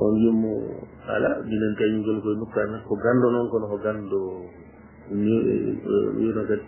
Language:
Fula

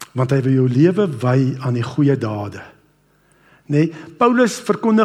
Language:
Afrikaans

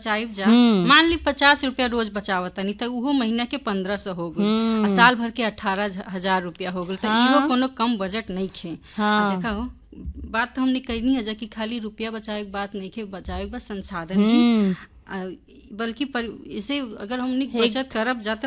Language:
Bhojpuri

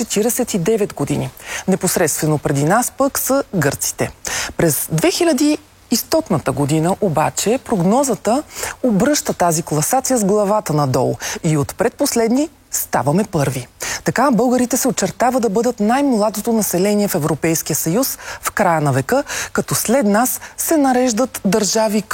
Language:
Bulgarian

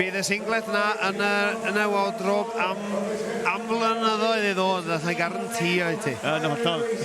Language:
Welsh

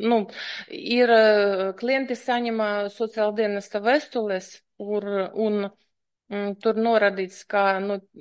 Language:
Latvian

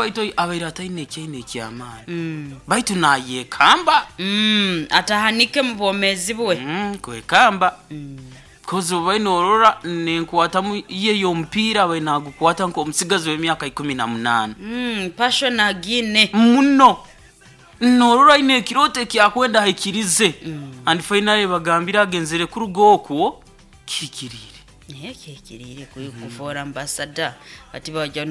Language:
Nyoro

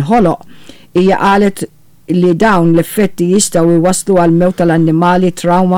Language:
Maltese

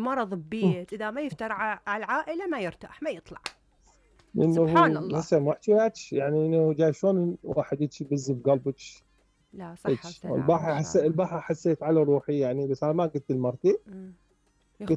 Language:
Mesopotamian Arabic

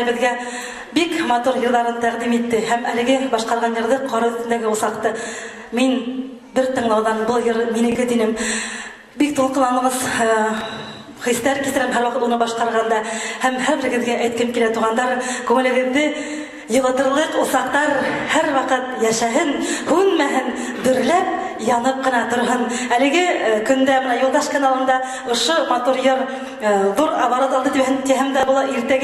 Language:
Bashkir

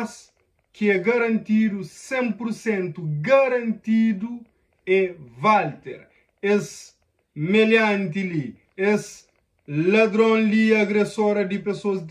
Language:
Kabuverdianu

